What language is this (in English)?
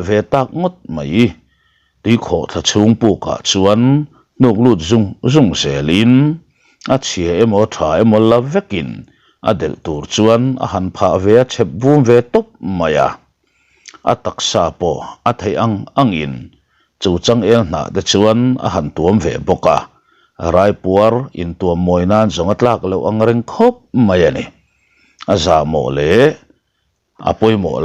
Mizo